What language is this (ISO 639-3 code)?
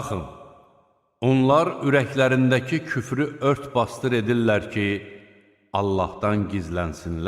aze